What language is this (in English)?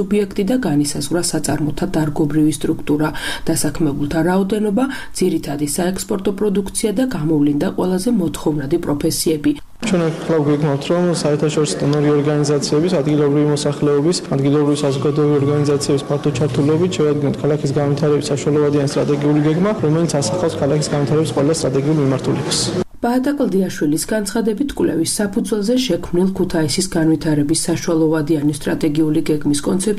Georgian